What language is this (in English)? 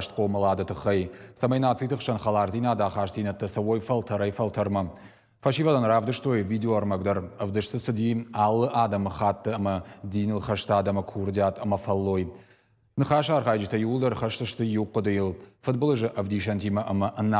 Ossetic